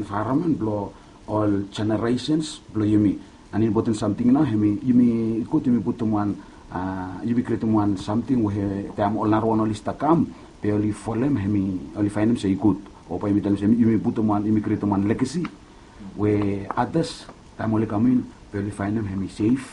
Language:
Bislama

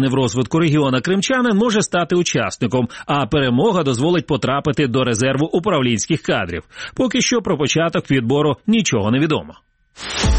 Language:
Ukrainian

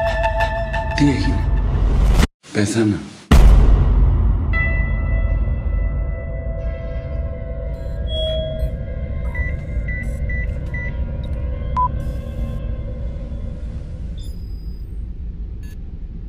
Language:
Greek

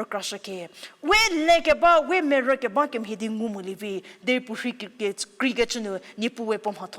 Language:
Angami Naga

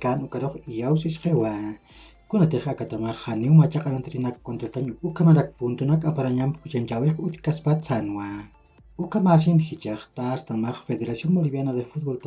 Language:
Aymara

